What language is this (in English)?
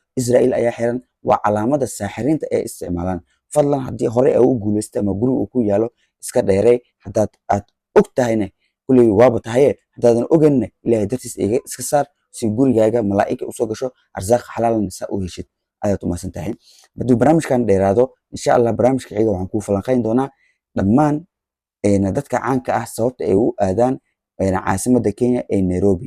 Somali